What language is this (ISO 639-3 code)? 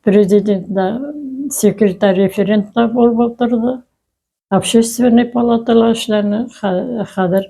bak